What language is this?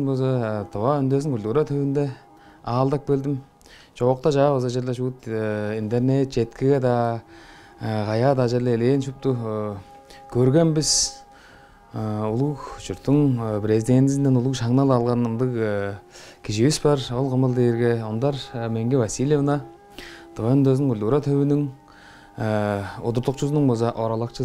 Tuvinian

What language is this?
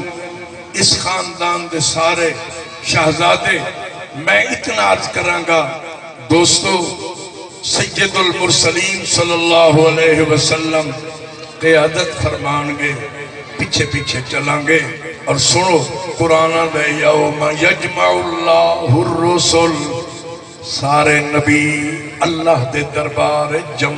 Saraiki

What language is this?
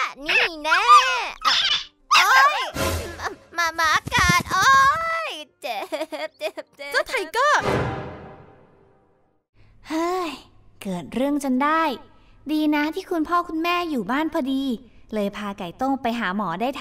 Thai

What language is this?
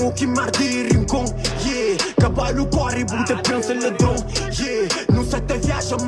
Kabuverdianu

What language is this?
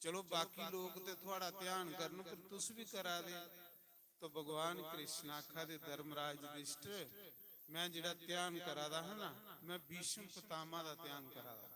Dogri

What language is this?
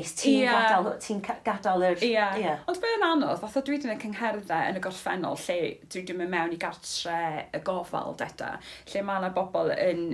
Welsh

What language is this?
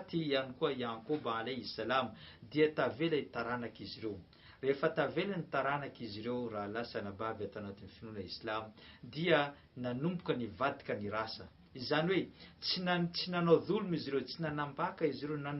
Malagasy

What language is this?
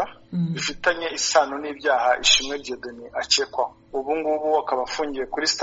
Kinyarwanda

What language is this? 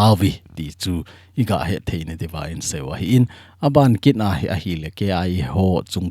Thado Chin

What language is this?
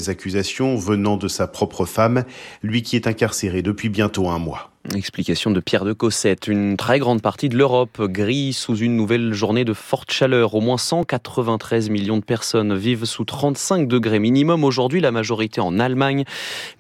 French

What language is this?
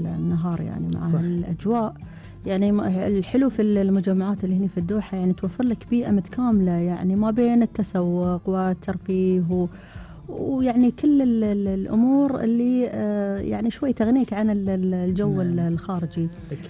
Gulf Arabic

